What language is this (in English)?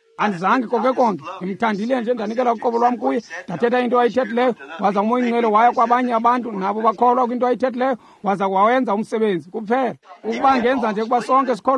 Xhosa